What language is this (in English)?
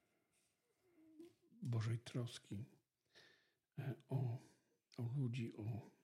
Polish